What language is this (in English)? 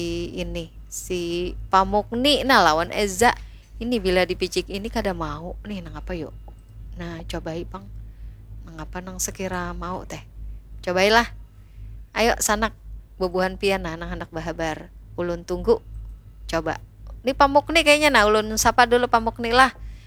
Banjar